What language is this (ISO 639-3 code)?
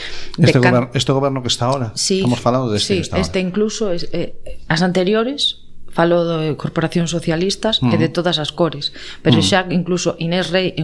glg